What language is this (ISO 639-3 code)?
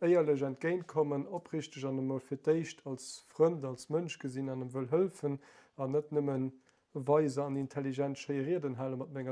ltz